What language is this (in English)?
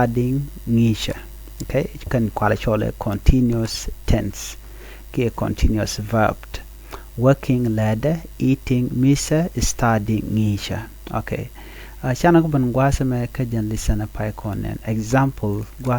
Nuer